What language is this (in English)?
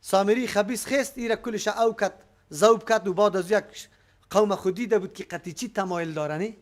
Persian